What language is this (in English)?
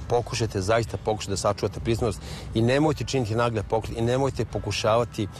Serbian